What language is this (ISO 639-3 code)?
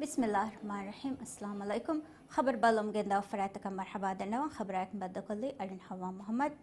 div